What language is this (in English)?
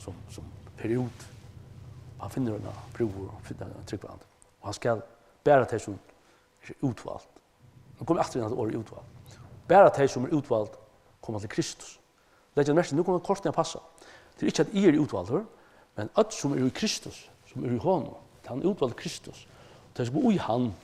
Faroese